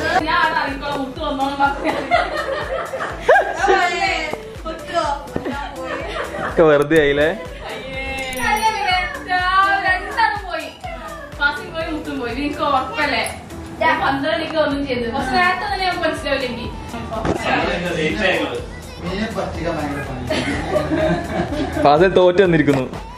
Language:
Malayalam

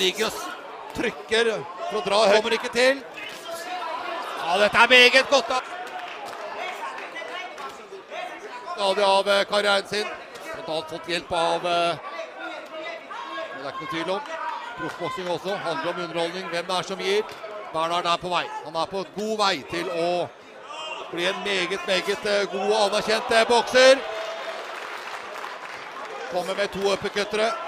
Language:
Norwegian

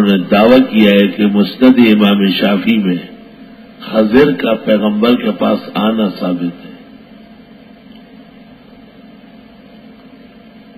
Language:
Urdu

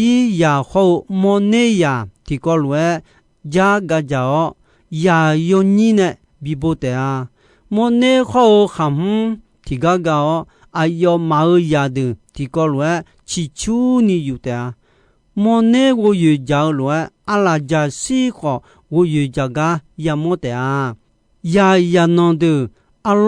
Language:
Akha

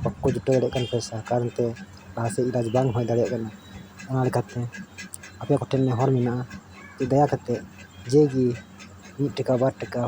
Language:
Santali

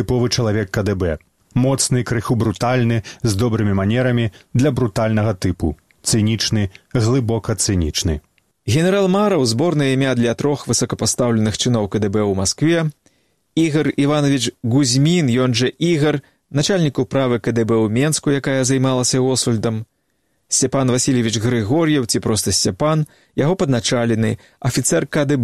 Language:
Belarusian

